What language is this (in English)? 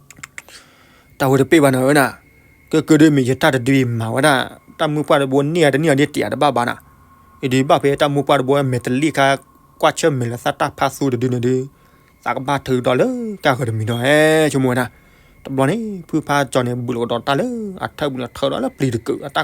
S'gaw Karen